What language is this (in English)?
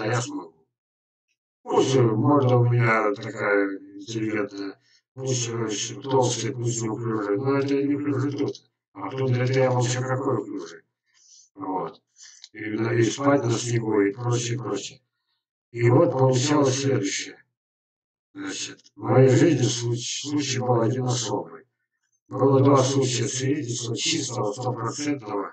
Russian